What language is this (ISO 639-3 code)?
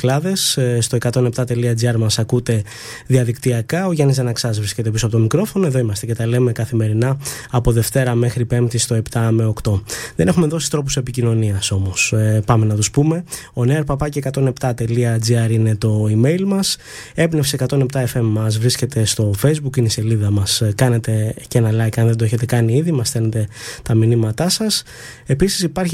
ell